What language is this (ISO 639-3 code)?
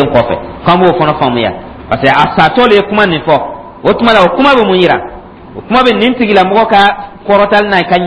dyu